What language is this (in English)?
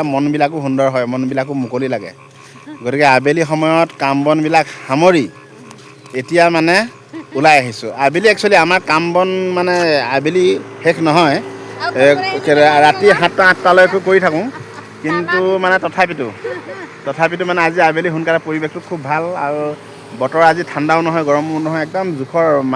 Assamese